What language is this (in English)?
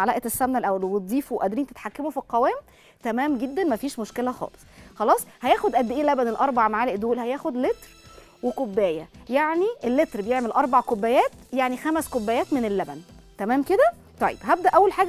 Egyptian Arabic